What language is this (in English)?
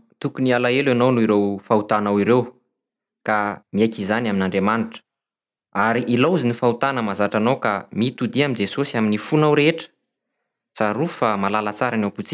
Malagasy